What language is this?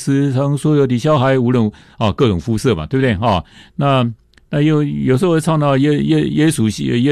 Chinese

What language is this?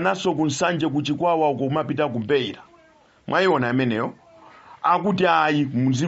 Nyanja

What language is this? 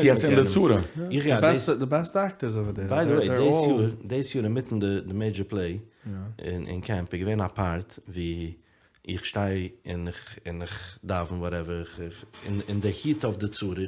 Yiddish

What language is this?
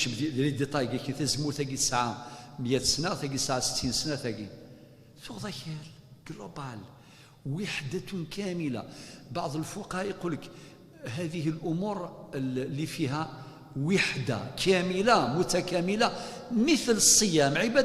Kabyle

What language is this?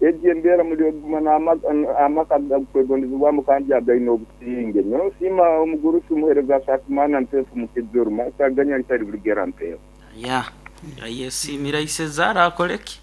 Nyoro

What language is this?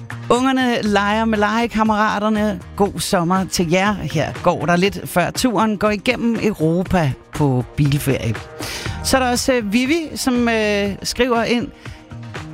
Danish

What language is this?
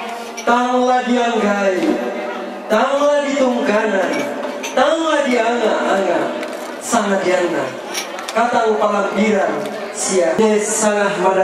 Toraja-Sa'dan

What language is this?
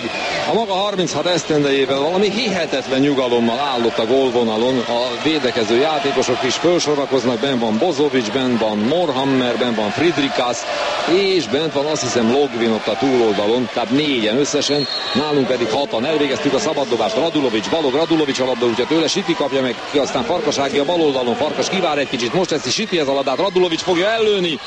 Hungarian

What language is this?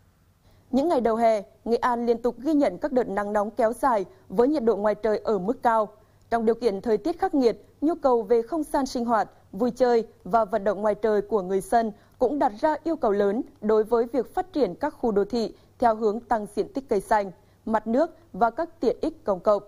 Vietnamese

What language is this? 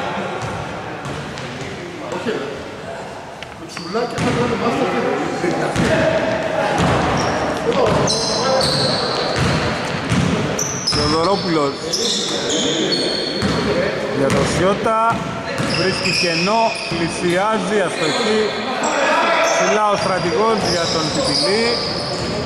Greek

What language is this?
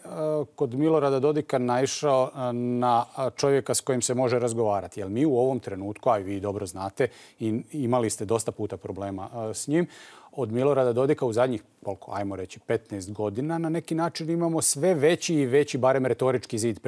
Bosnian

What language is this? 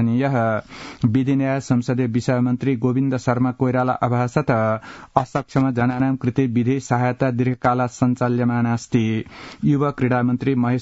Sanskrit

